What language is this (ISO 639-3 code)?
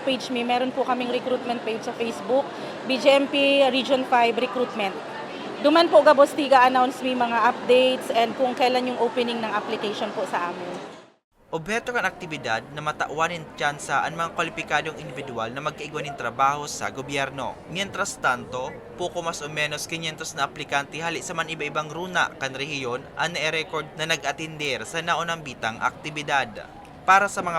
bik